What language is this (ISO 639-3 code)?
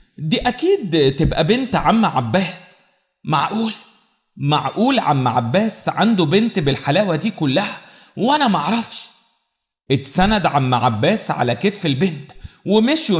arz